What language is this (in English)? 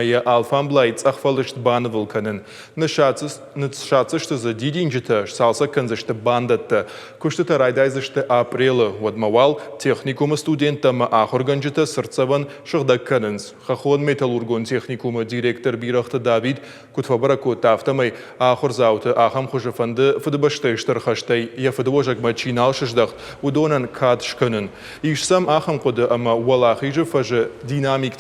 Ossetic